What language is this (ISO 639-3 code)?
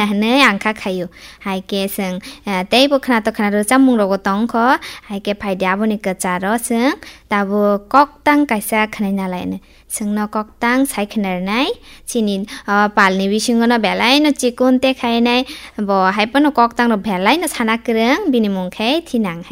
trp